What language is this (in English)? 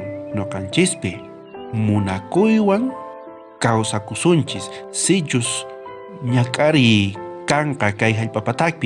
South Bolivian Quechua